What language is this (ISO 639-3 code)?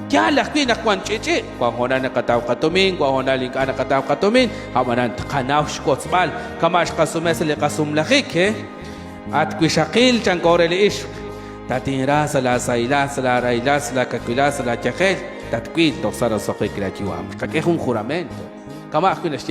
kek